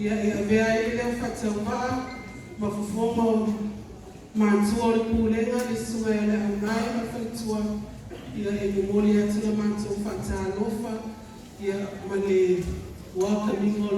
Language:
Samoan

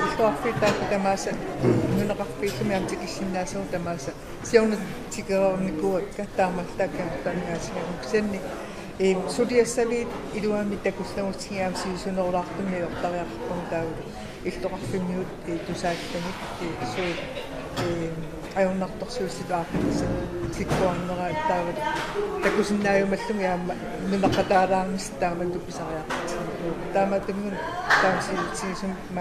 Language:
Kalaallisut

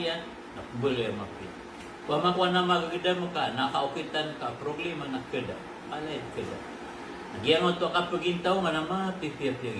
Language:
Maranao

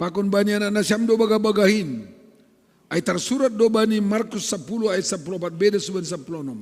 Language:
Batak Simalungun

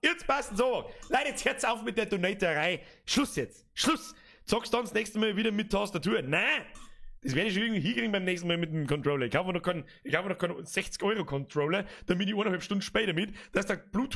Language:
Bavarian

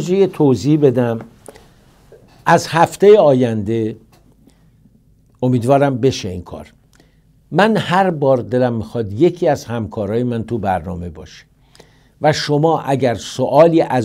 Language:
Persian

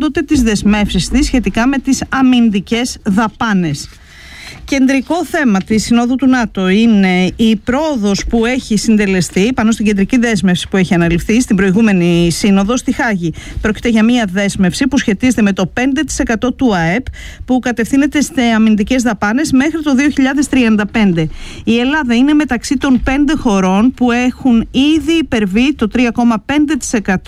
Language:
Greek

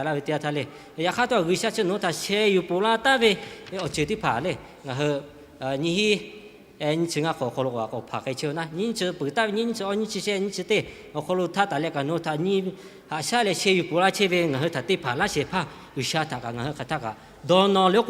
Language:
Lahu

